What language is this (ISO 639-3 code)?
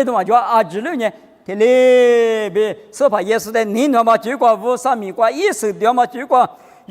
lis